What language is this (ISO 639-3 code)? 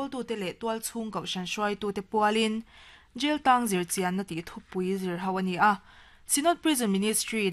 lus